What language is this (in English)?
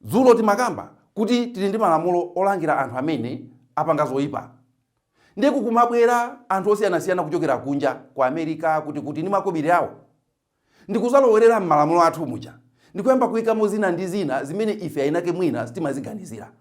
Nyanja